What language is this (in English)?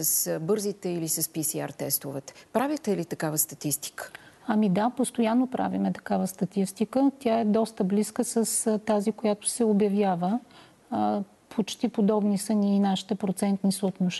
Bulgarian